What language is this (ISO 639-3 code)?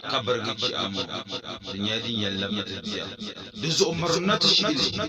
dag